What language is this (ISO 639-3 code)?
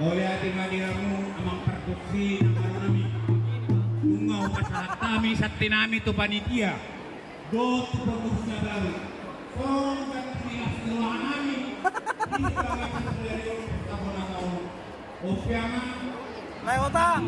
bbc